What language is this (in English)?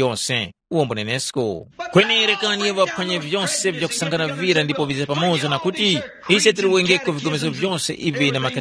Tumbuka